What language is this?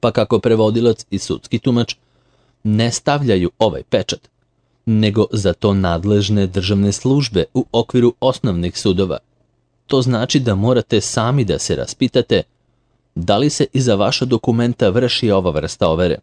Serbian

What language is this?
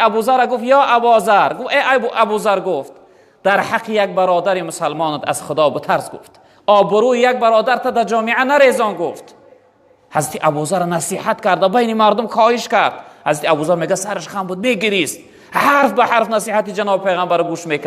Tajik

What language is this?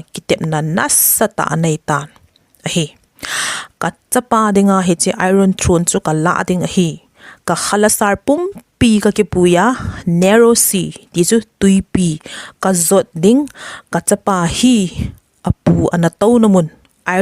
Thado Chin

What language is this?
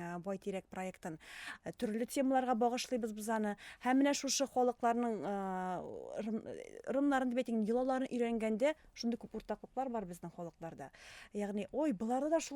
Tatar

